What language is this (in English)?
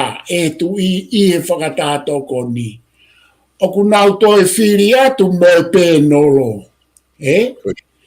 Tongan